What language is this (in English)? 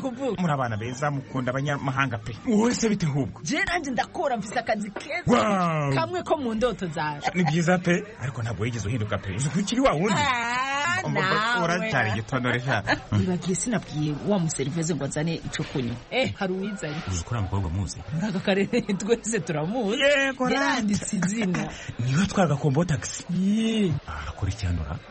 Kinyarwanda